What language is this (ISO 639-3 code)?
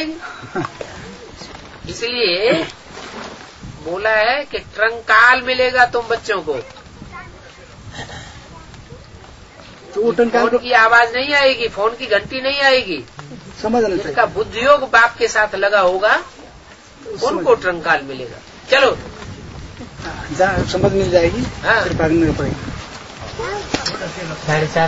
hin